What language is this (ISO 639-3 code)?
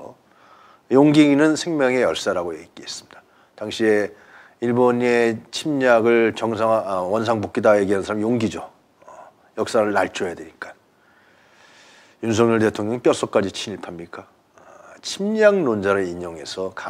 kor